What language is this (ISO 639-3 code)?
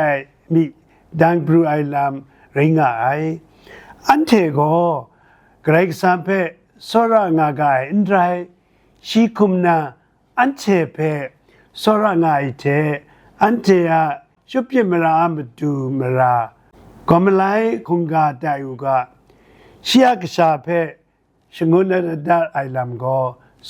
kac